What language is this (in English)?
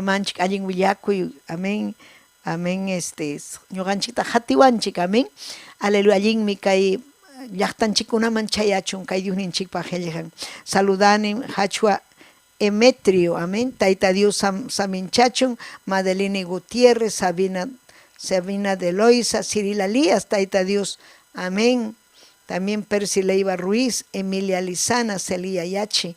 Ayacucho Quechua